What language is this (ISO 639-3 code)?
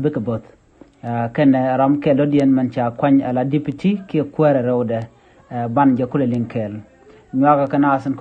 nus